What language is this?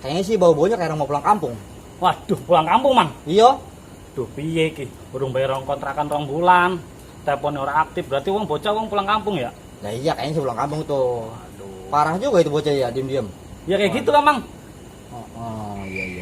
Betawi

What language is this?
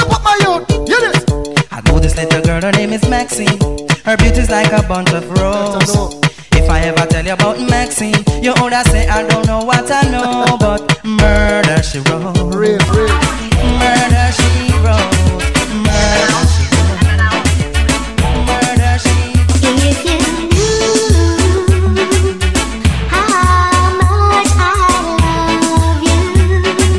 Spanish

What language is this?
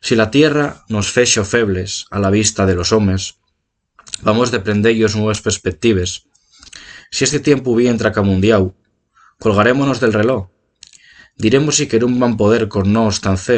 Asturian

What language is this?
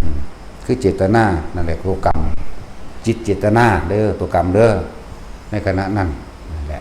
Lao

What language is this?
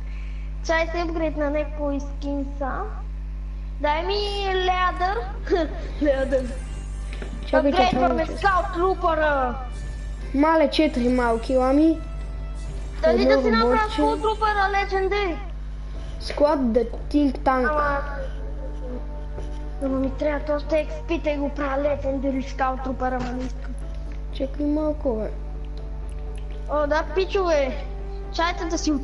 Bulgarian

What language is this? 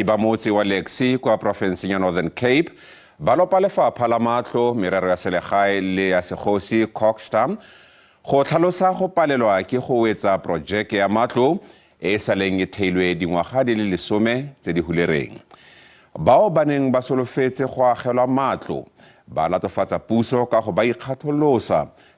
Tswana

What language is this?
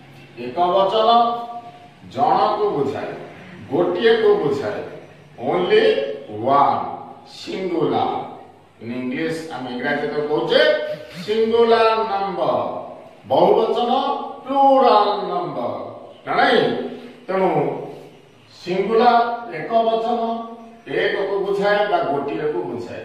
Odia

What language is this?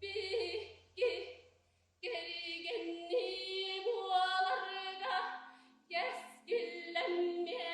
Yakut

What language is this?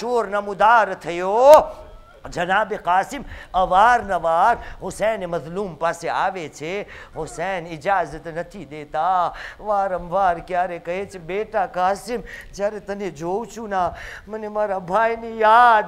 Gujarati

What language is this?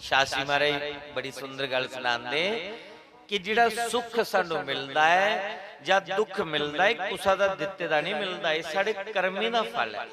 Dogri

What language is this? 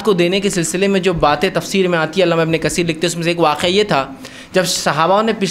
Urdu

